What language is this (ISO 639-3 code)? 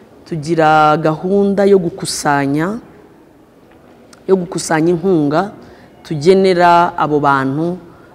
kin